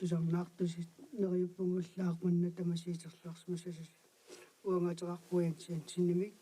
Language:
Kalaallisut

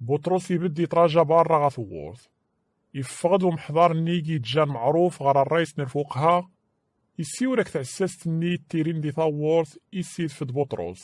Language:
Kabyle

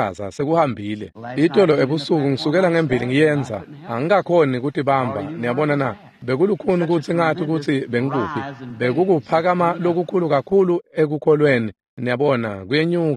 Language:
Swati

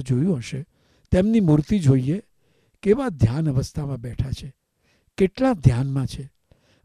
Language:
Gujarati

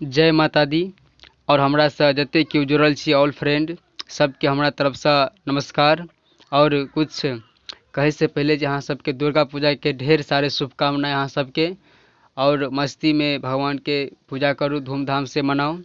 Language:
Maithili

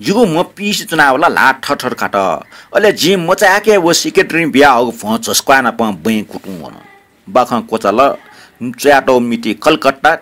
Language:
Newari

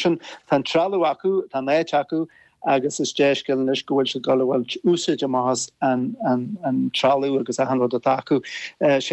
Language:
Irish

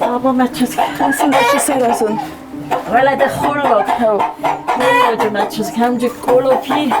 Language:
Ossetic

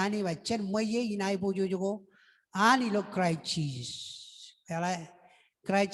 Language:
Marshallese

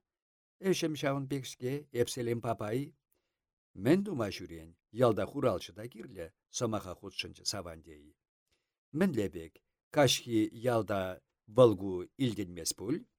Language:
Chuvash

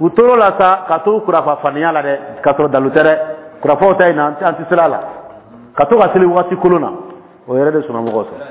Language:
Dyula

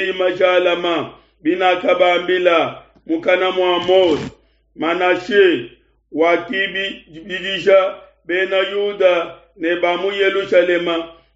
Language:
Luba-Lulua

